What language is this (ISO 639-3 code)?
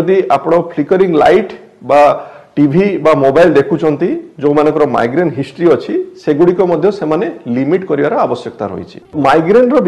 ori